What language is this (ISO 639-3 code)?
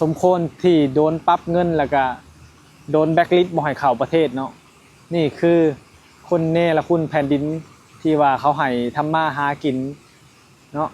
lao